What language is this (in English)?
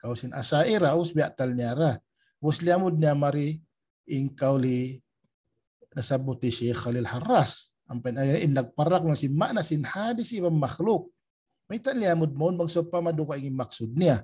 Tausug